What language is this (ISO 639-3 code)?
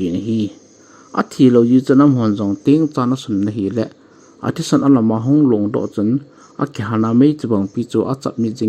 tcz